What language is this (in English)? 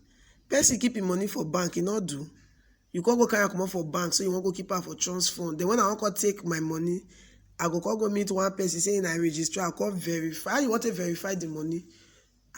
Nigerian Pidgin